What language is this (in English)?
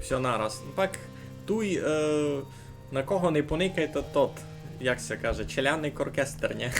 Rusyn